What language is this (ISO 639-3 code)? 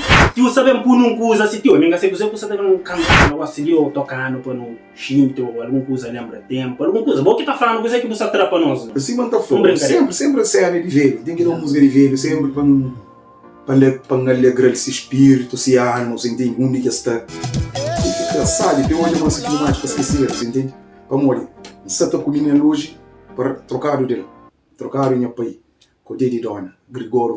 kea